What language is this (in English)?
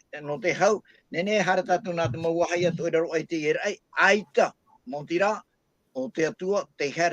Tahitian